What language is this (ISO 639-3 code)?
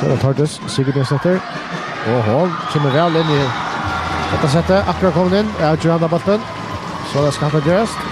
fao